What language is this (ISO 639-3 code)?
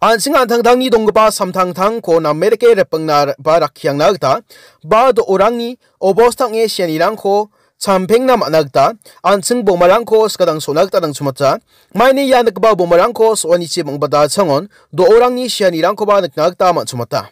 grt